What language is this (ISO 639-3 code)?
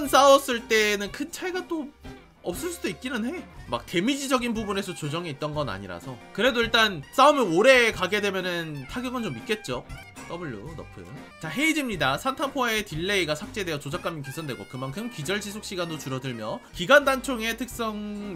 kor